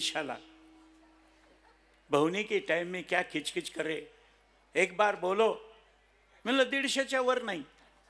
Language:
Marathi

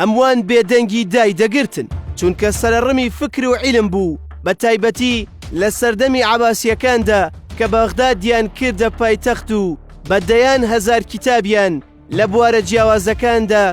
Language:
Central Kurdish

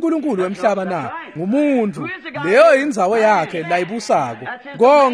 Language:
Swati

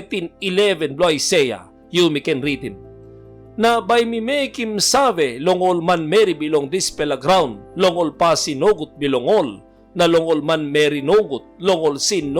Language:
Tok Pisin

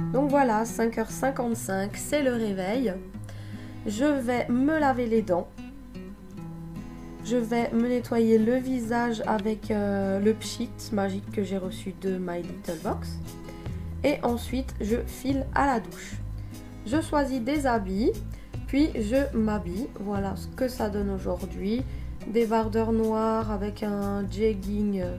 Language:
French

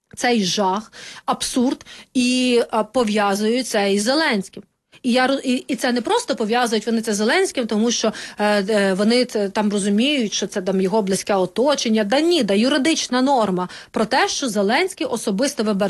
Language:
Ukrainian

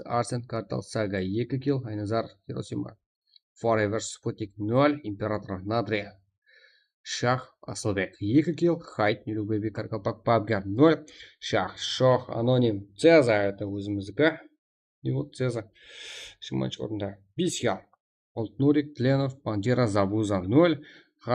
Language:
Kara-Kalpak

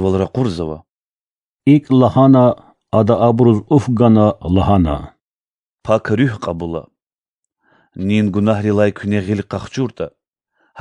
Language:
Lezghian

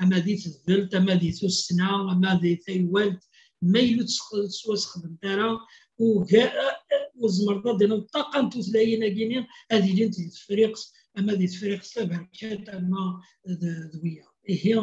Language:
Kabyle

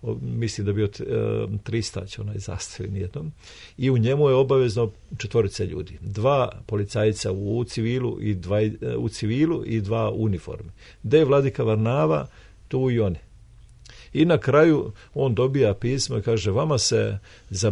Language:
Serbian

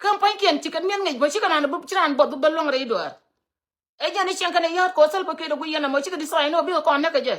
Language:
Nuer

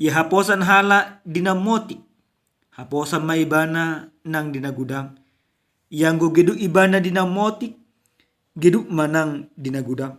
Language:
Batak Toba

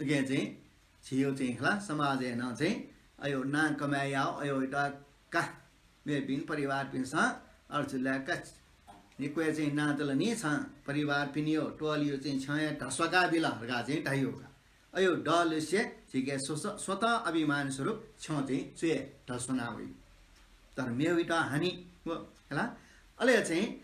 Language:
Newari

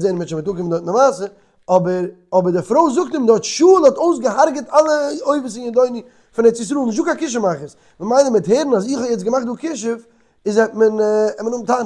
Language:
Yiddish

